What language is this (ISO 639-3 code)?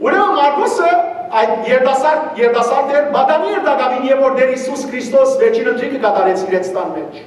hyw